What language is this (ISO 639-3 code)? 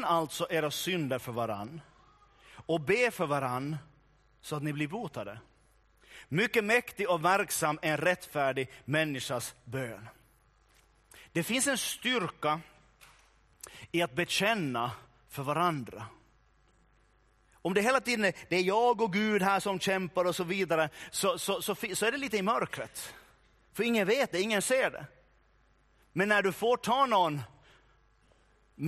swe